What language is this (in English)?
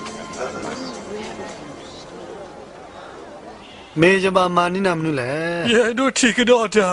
S'gaw Karen